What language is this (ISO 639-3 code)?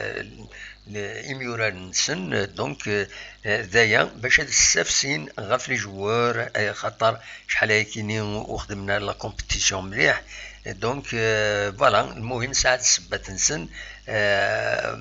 kab